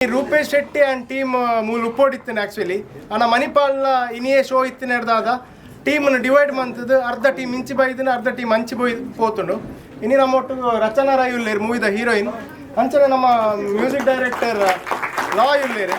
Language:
Tulu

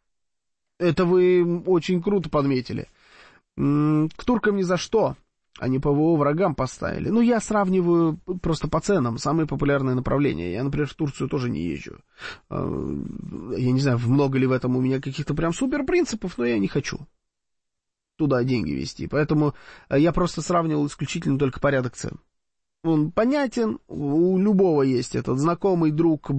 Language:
Russian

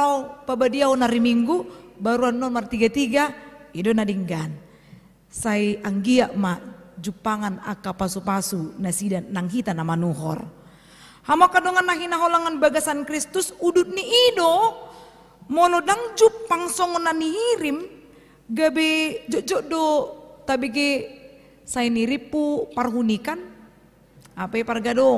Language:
Batak Toba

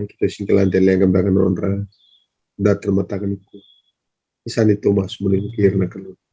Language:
Fijian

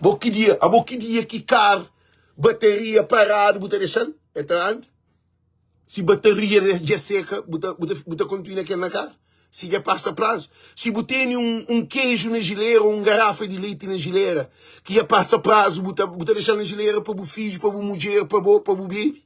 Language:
Kabuverdianu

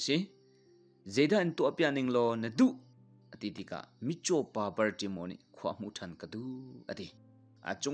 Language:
Hakha Chin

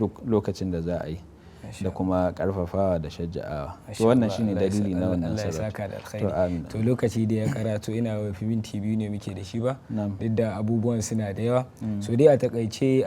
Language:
Hausa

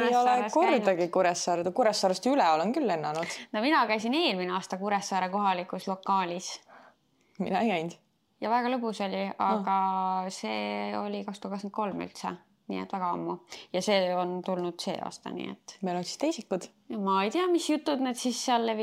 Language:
Estonian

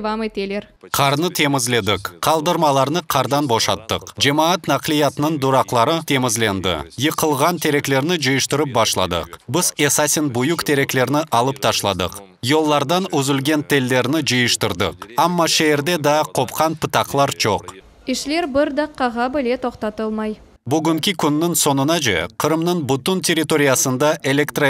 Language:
Crimean Tatar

